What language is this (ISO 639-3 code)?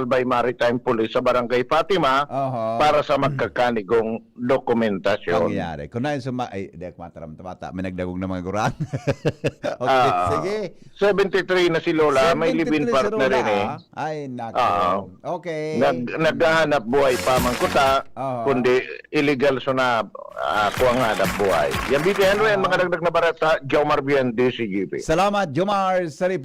bik